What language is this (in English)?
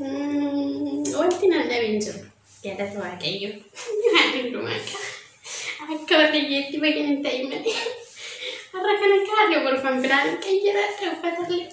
Oromo